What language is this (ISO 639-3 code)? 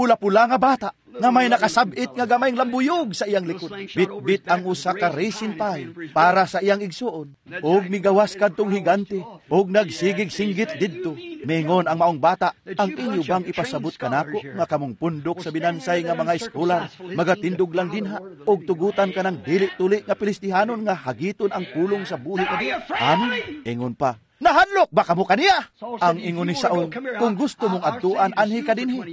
ceb